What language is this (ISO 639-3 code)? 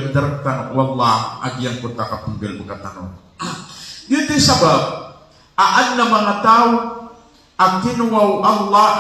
mrw